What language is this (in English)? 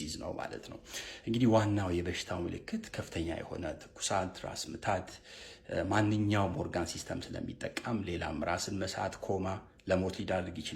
Amharic